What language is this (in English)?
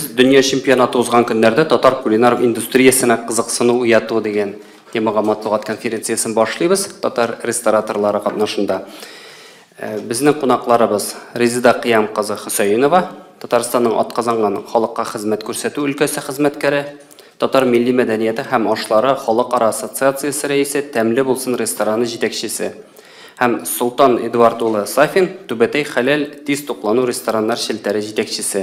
Tatar